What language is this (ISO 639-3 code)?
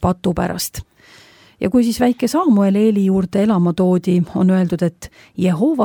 est